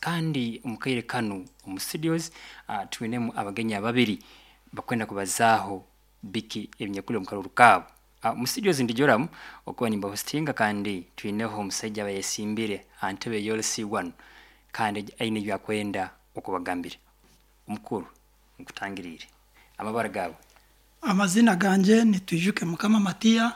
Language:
Nyankole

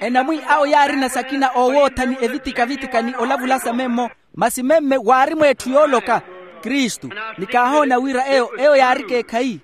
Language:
Makhuwa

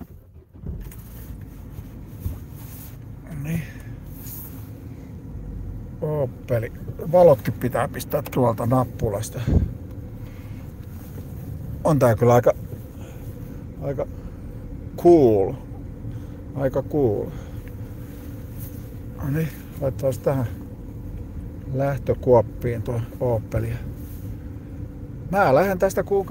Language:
Finnish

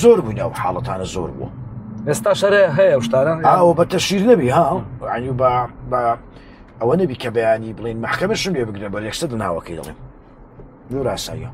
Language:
Central Kurdish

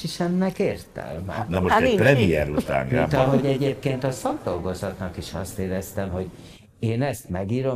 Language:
Hungarian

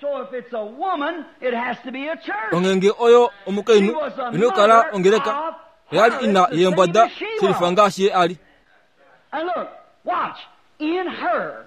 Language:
Kuanyama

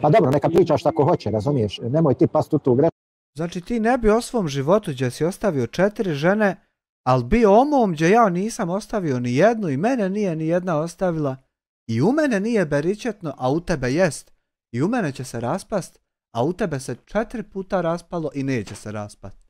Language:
Bosnian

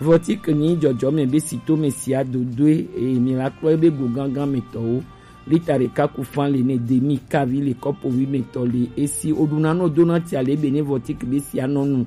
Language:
Gen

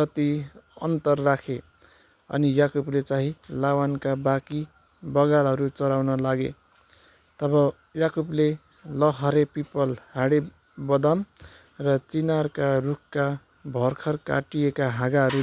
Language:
Nepali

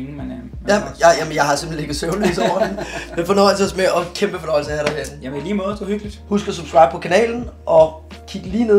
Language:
Danish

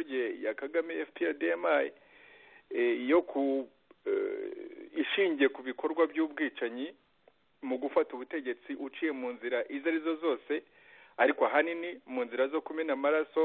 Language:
Kinyarwanda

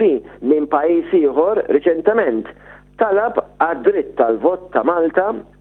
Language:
Maltese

